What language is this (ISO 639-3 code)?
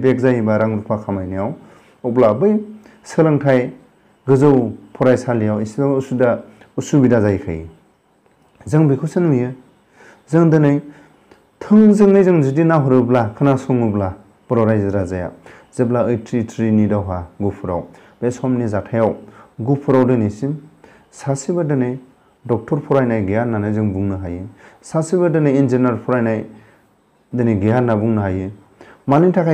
brx